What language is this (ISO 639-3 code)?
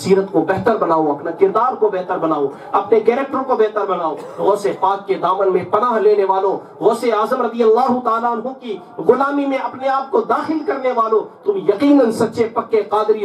urd